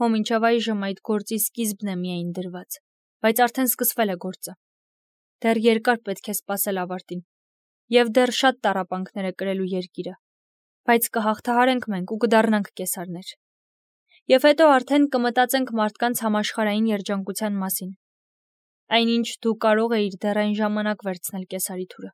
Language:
Armenian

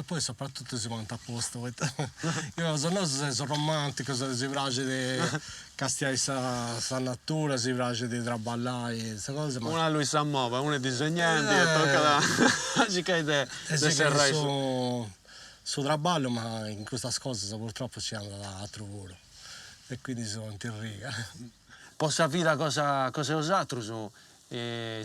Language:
Sardinian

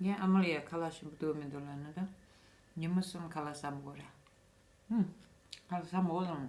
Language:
Tibetan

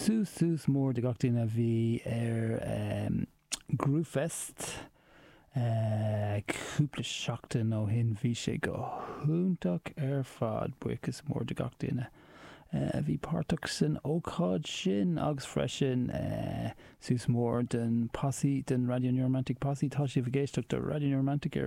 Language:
Irish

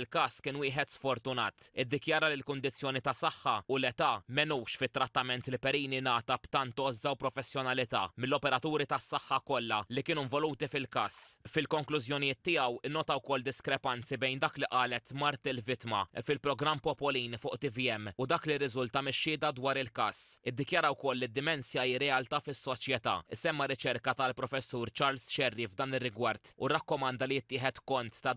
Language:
Maltese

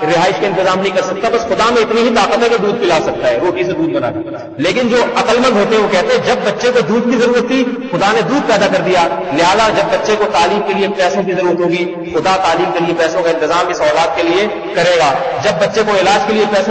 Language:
Urdu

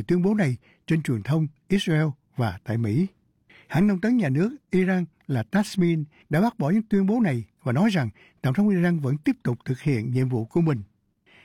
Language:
Vietnamese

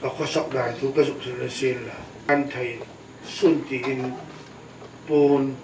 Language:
Hmar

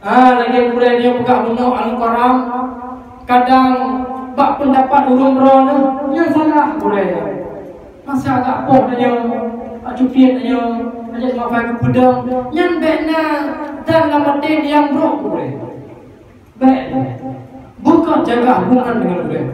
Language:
Achinese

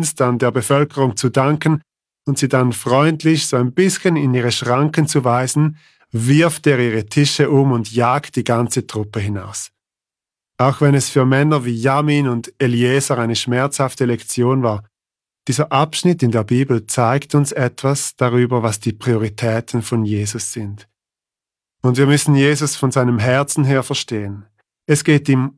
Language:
German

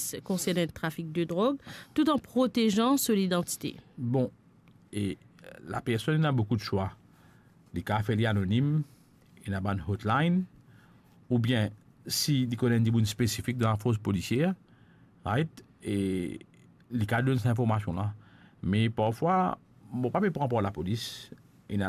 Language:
Morisyen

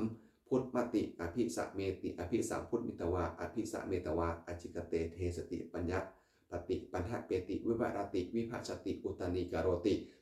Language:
Pali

